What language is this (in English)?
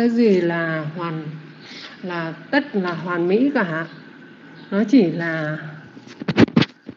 Vietnamese